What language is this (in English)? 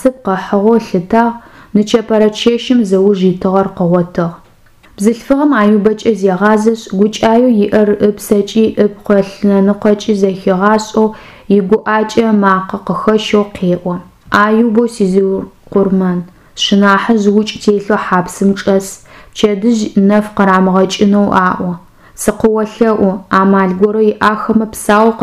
Adyghe